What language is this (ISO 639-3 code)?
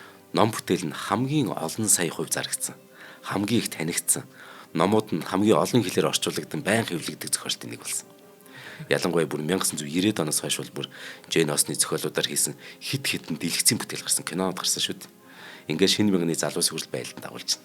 mon